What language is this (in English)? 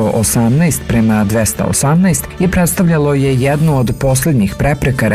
Serbian